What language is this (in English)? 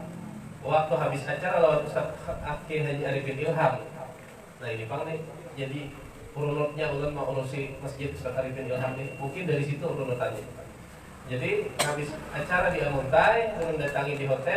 Banjar